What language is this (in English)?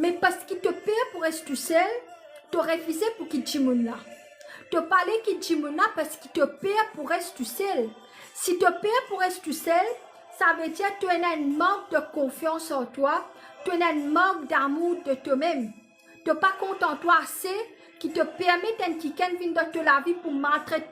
Morisyen